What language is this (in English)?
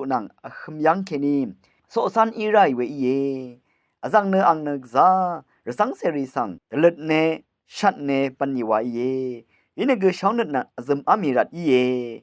Rawang